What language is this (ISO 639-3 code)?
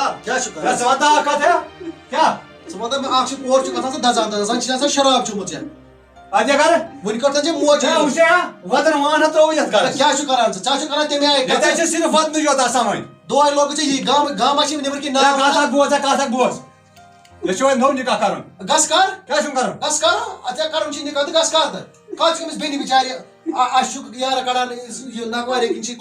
kas